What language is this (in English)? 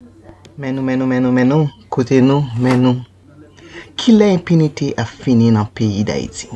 Haitian Creole